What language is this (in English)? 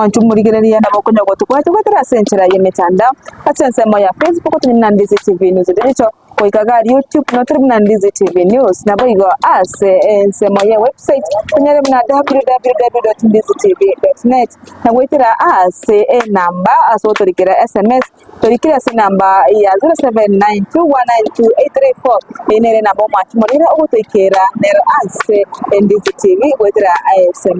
Gusii